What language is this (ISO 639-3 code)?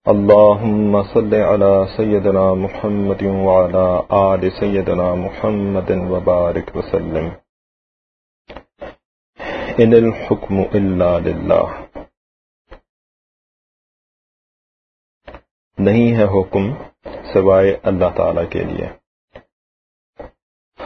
urd